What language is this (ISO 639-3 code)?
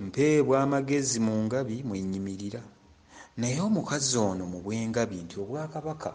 lug